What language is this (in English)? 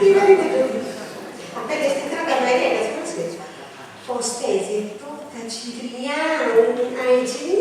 Sardinian